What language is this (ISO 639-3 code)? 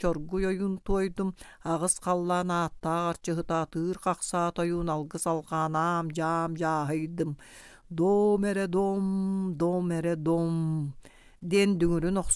sah